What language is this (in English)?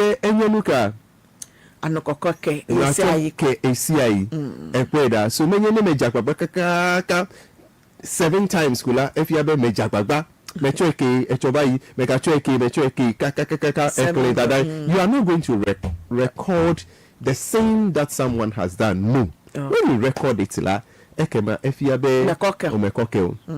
Ewe